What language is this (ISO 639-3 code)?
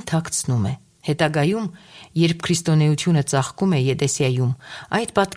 hye